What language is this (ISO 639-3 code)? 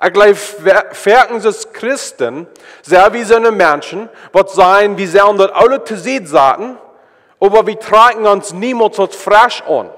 pdt